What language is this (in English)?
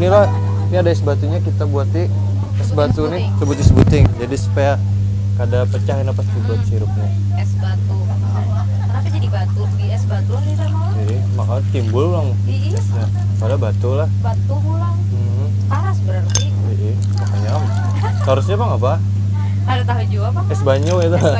Banjar